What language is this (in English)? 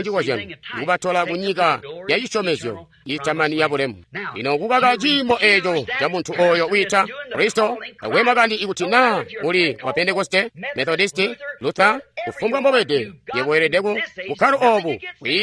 Tonga (Zambia)